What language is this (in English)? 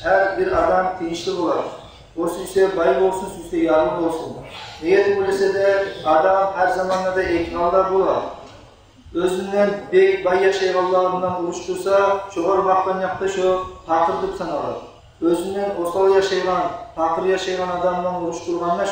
Kumyk